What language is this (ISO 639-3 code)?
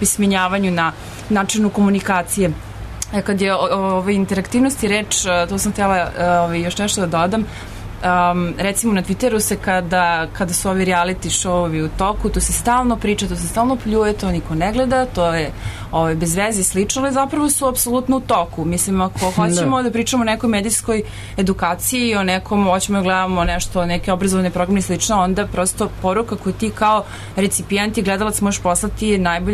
srp